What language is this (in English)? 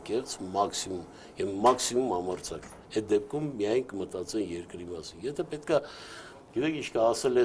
Armenian